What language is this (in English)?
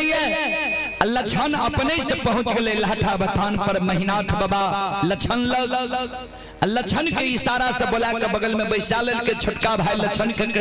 Maithili